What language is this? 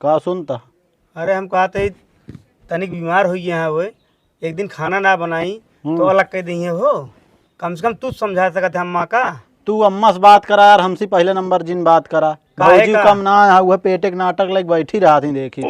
Awadhi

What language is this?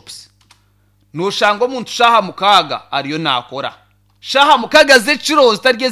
Nyankole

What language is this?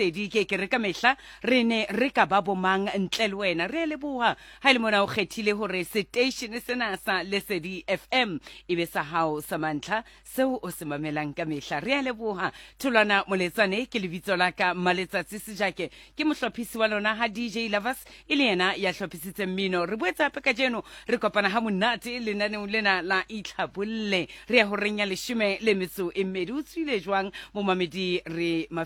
Southern Sotho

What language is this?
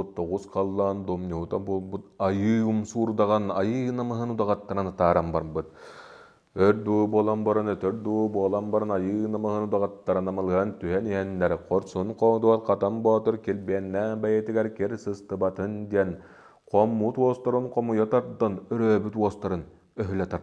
Yakut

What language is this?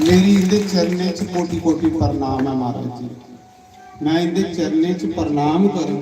Dogri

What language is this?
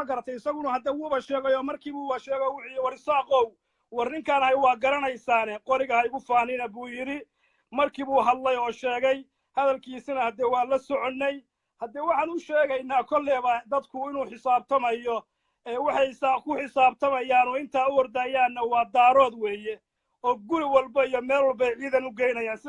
Somali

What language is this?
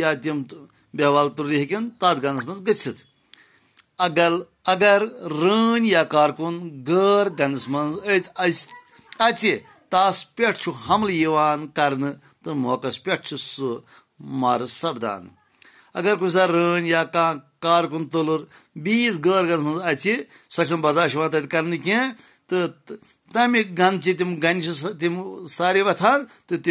Kashmiri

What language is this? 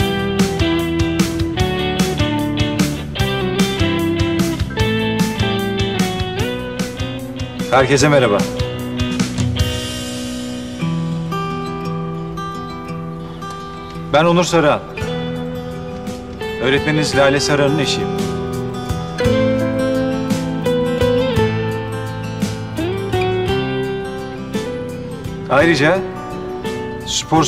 Turkish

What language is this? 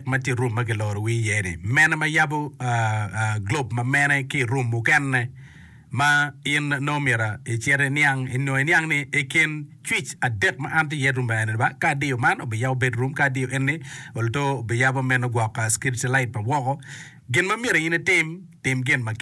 Acoli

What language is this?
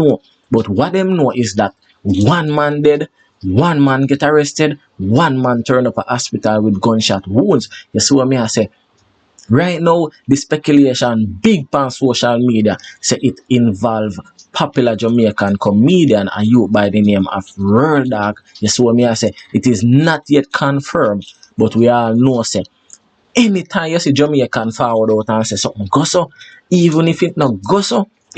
Jamaican Creole English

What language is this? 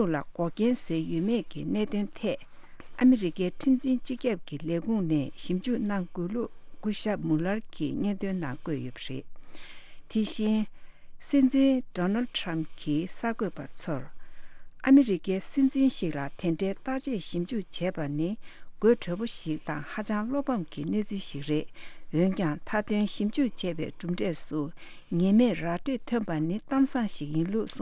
Tibetan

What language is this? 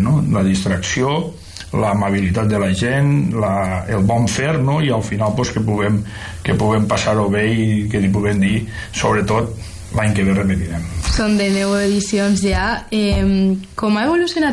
Catalan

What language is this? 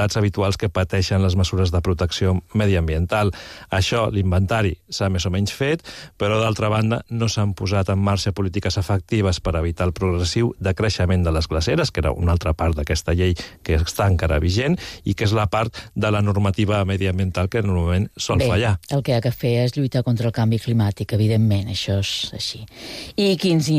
Catalan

